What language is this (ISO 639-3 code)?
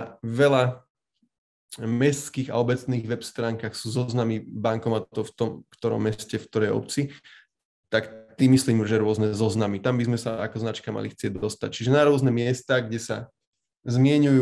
slk